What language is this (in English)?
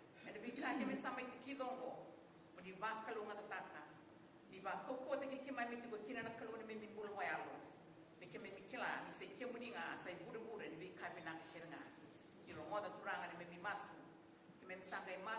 Fijian